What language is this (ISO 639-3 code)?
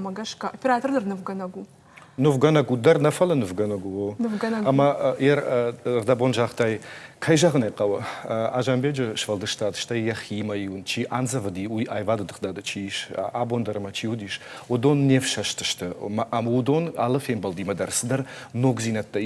oss